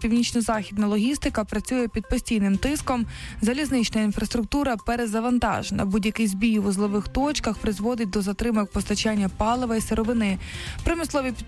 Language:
Ukrainian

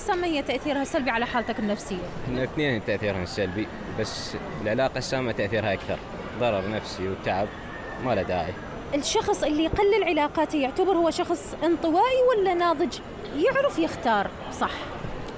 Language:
Mesopotamian Arabic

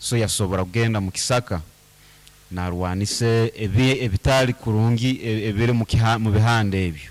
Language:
Nyoro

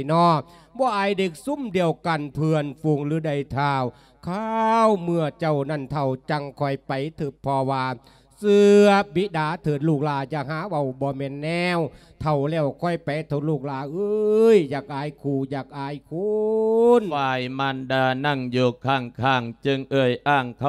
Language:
Lao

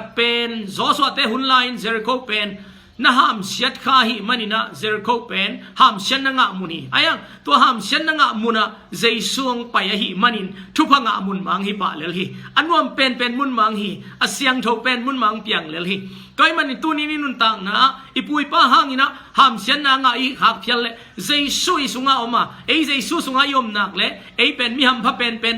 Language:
Tedim Chin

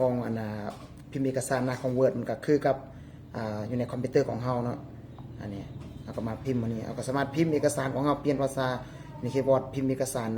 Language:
Lao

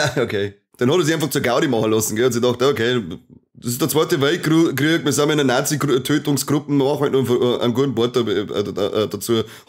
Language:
Bavarian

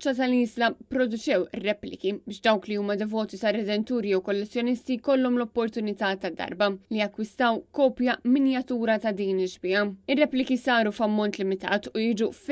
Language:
Maltese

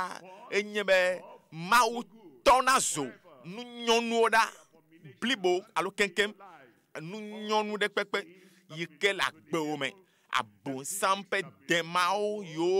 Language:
Ewe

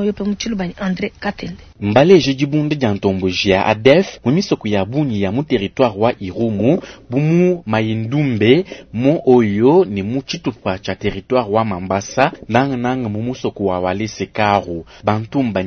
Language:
Luba-Lulua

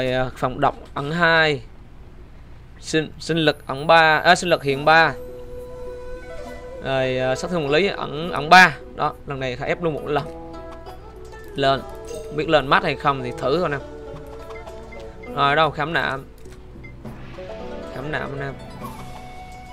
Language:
Vietnamese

